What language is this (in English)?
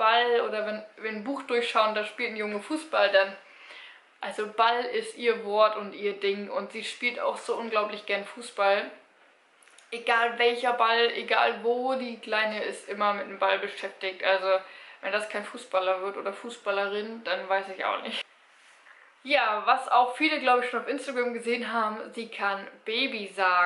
German